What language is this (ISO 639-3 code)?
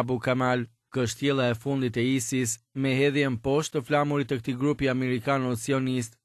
sqi